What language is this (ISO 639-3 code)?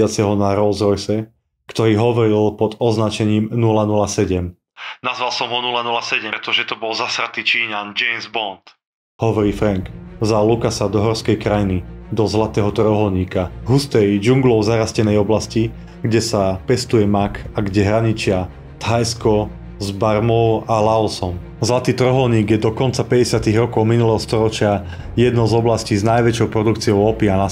slk